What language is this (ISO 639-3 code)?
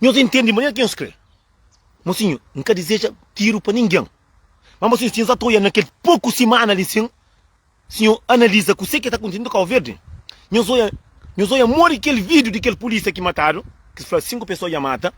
kea